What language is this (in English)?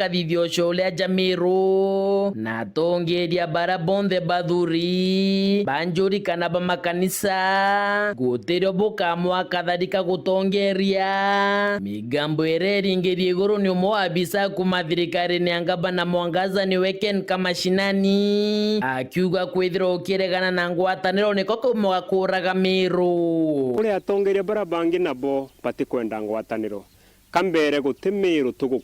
Meru